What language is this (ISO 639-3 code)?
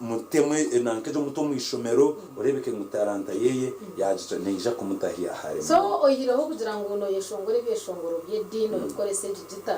nyn